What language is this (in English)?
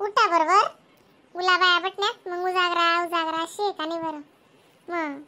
Khandesi